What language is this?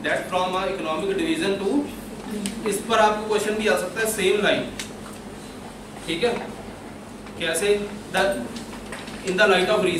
Hindi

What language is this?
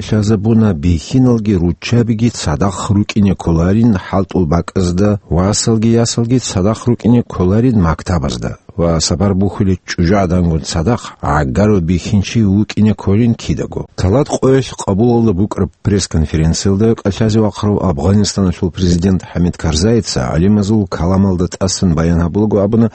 Avaric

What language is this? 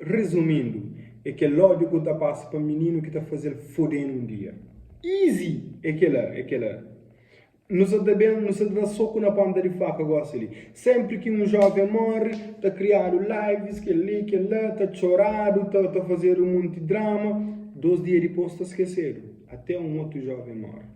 Kabuverdianu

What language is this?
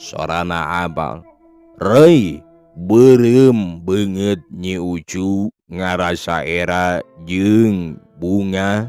Sundanese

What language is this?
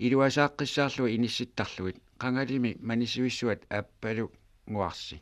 Kalaallisut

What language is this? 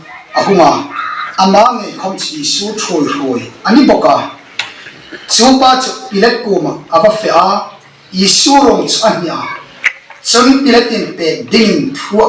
Hmar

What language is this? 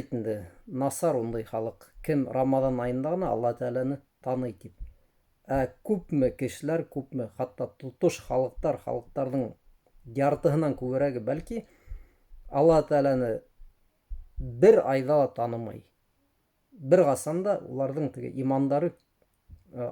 Bashkir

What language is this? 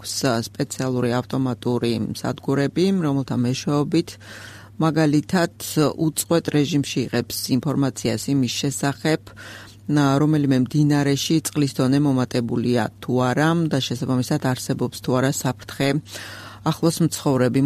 Georgian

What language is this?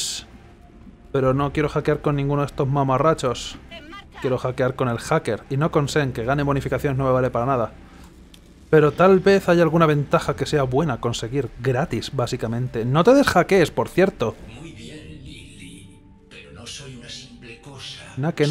Spanish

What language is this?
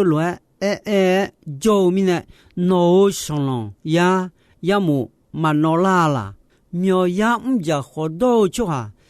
Akha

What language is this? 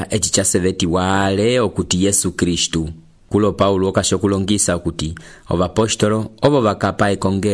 Umbundu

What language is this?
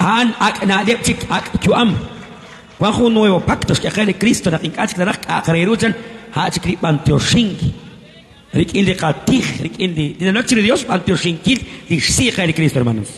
Kekchí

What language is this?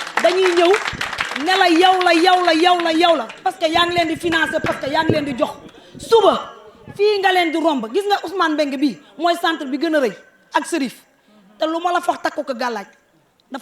Wolof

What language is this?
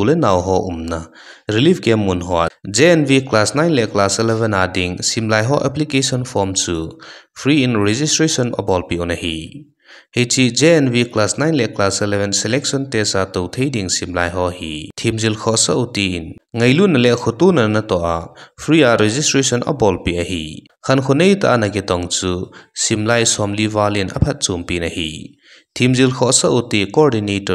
Thado Chin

